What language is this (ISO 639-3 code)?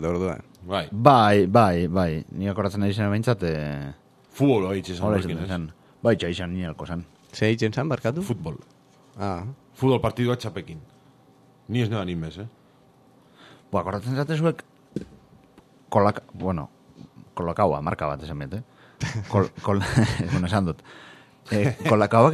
eus